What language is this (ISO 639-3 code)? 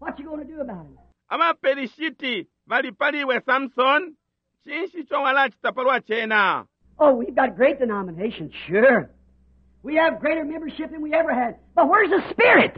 bem